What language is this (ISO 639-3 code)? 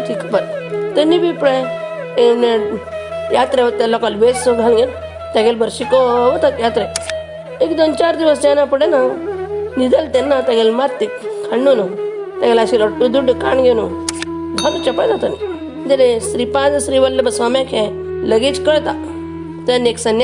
kok